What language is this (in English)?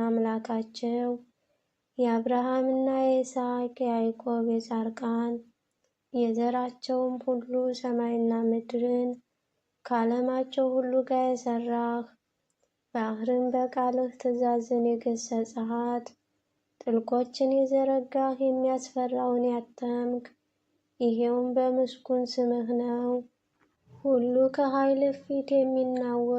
Amharic